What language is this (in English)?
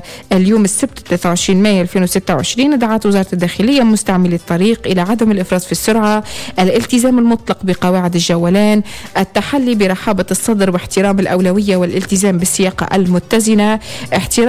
Tunisian Arabic